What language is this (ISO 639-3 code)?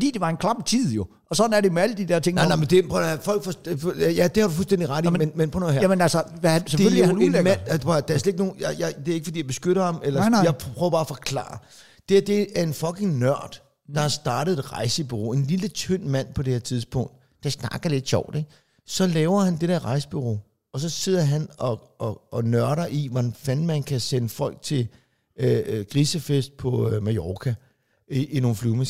dan